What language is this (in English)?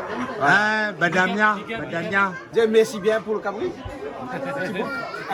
Réunion Creole French